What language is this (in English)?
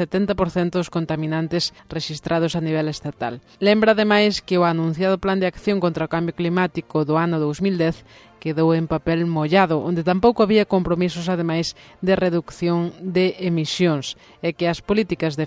Galician